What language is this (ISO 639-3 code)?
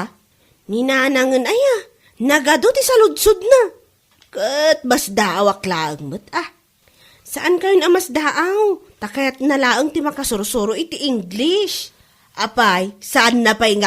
ilo